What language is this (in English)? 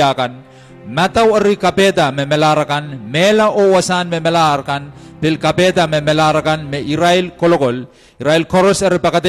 Pohnpeian